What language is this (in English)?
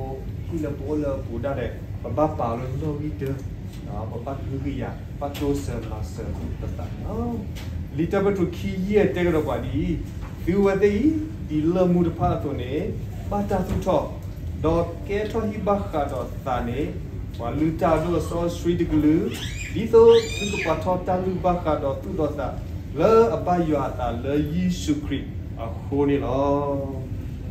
S'gaw Karen